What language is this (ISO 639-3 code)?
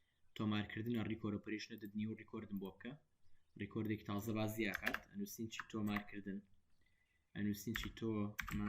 ckb